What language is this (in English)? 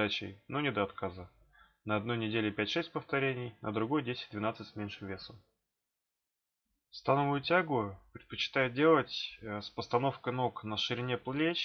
Russian